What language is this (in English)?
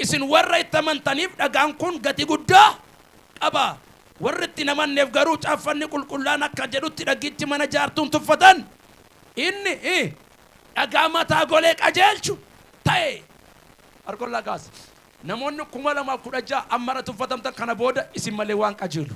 Oromo